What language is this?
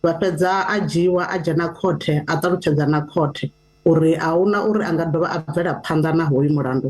Venda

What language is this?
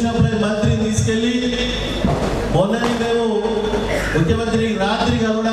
Telugu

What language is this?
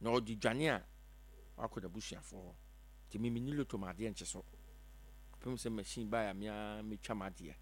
Akan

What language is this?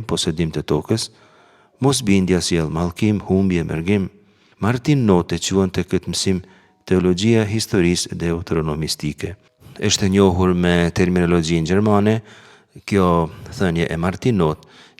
Albanian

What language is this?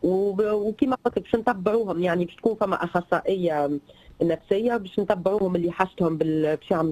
Tunisian Arabic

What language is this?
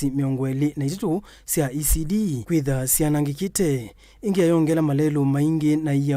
Kamba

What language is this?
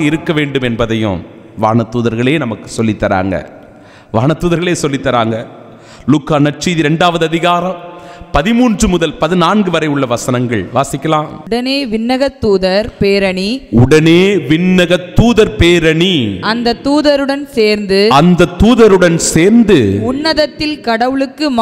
Tamil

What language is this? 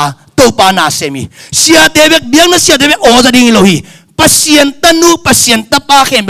Tedim Chin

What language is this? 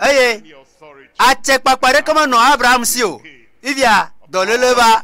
Ewe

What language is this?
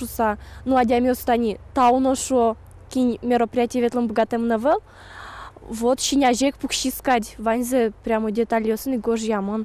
Udmurt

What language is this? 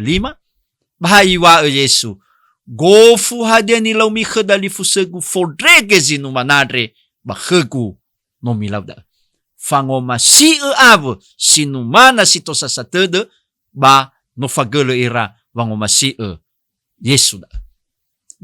Nias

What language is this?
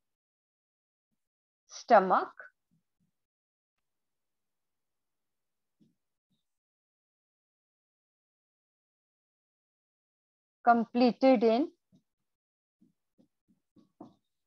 Hindi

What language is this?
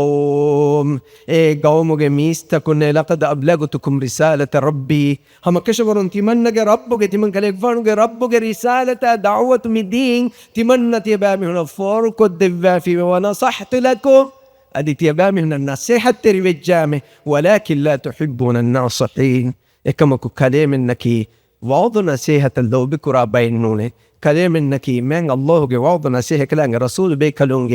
Divehi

